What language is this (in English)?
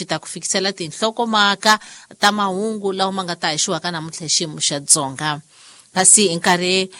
Tsonga